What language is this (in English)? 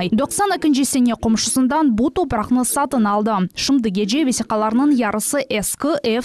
Crimean Tatar